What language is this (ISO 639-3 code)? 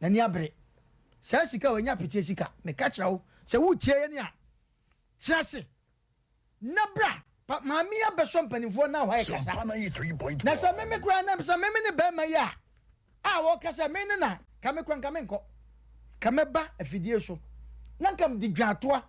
aka